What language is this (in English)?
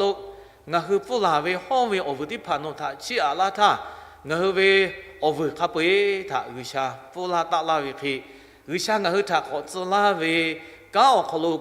Lahu